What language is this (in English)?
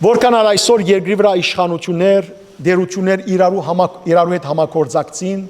Western Armenian